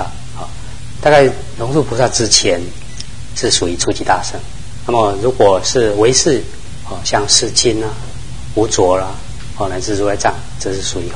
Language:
Chinese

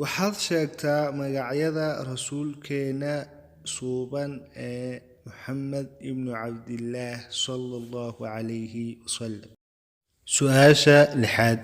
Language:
Somali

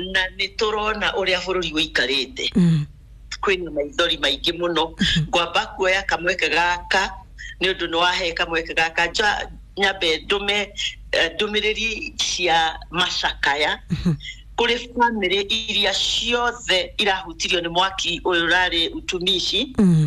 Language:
Kikuyu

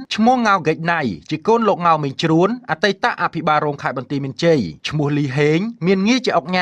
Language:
Khmer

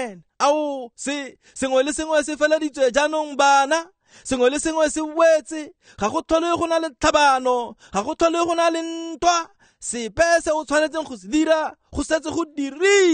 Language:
Tswana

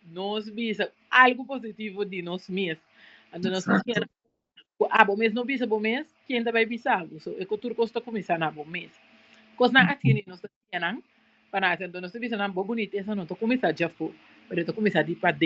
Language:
Papiamento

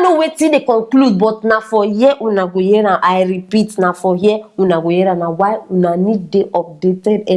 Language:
Nigerian Pidgin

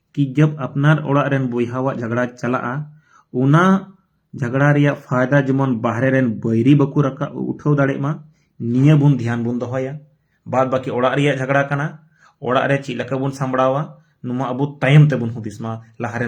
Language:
Santali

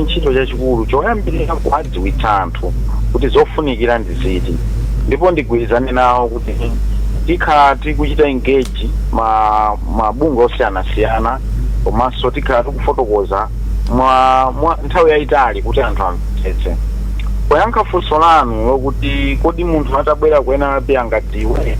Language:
Nyanja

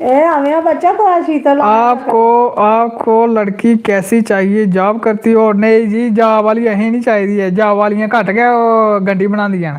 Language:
Dogri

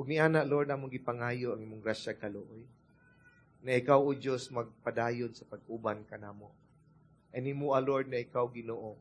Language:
Cebuano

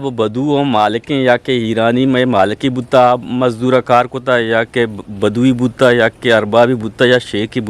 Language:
Eastern Balochi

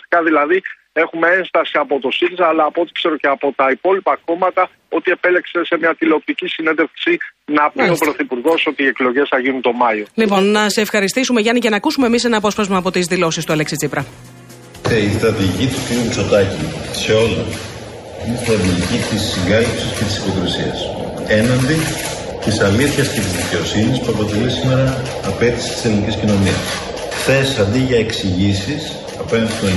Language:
Greek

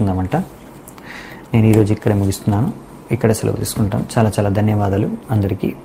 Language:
Telugu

